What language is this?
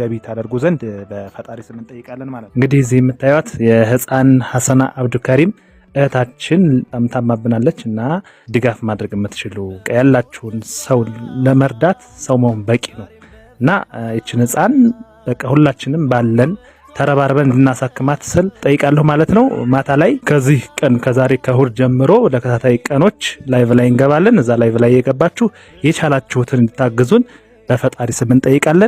Amharic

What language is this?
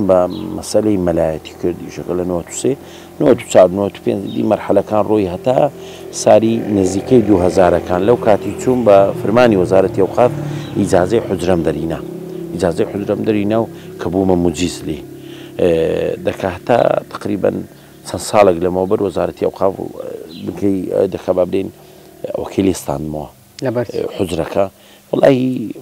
Central Kurdish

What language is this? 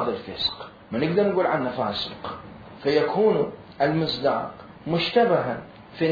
Mesopotamian Arabic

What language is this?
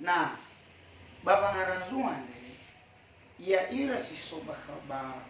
Nias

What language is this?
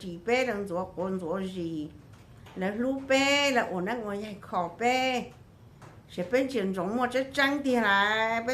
Hmong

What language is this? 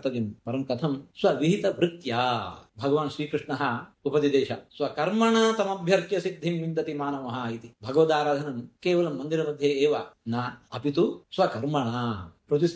Sanskrit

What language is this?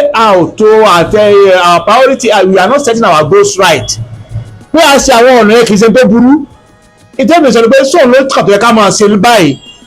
Yoruba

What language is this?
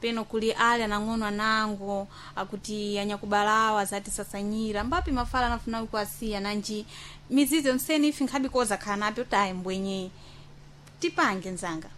Sena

